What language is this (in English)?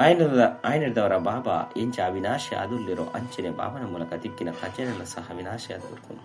Tulu